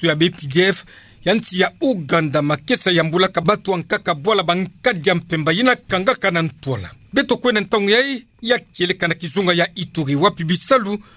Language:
Kituba (Democratic Republic of Congo)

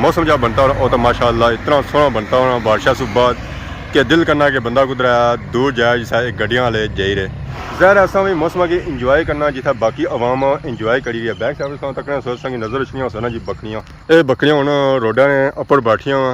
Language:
Pahari-Potwari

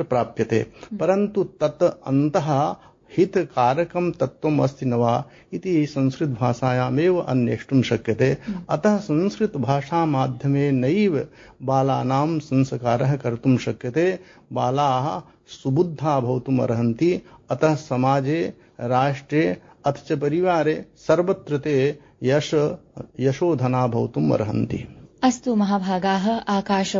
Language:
Sanskrit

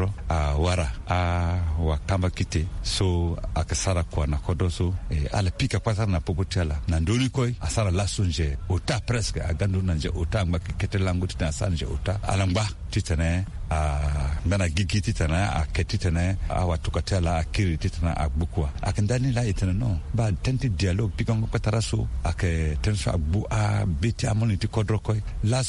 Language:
Sango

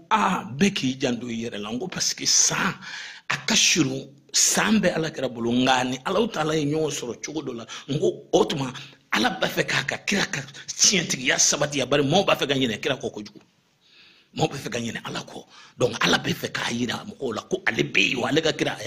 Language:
Bambara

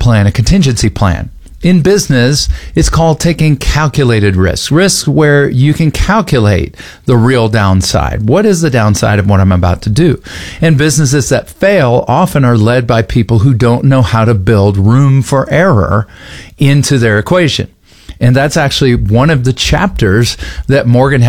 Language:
English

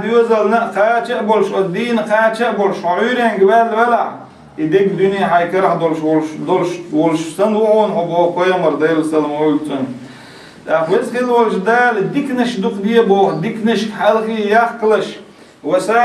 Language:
Chechen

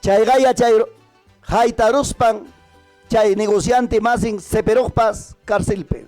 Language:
Ayacucho Quechua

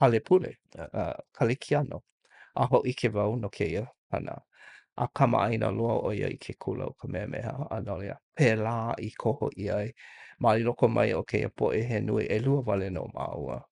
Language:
Hawaiian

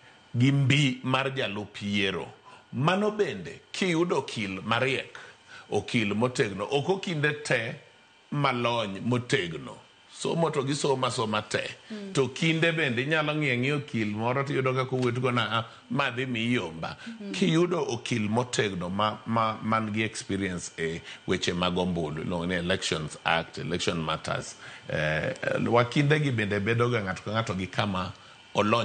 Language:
Luo (Kenya and Tanzania)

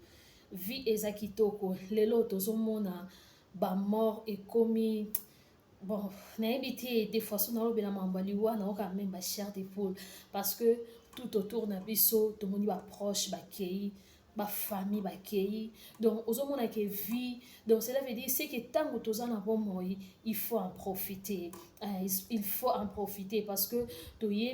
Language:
Lingala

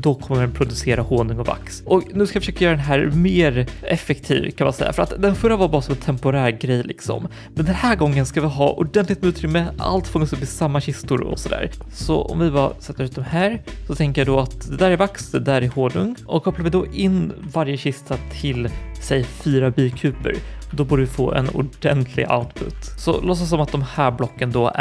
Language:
Swedish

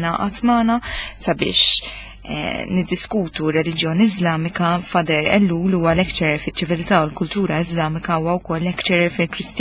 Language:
Maltese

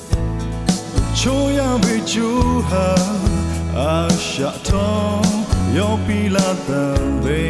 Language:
Lahu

